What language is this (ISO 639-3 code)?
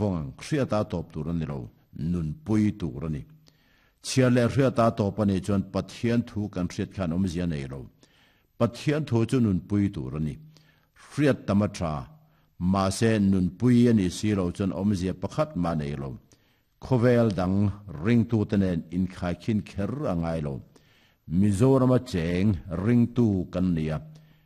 lus